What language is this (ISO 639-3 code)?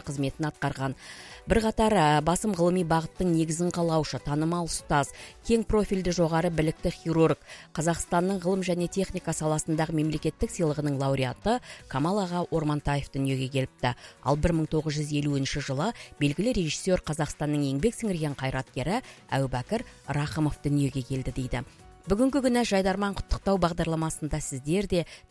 kaz